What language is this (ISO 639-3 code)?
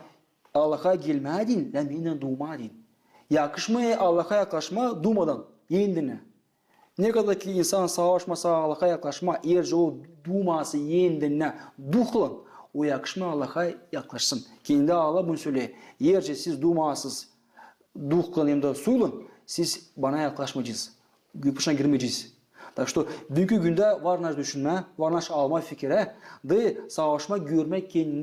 gag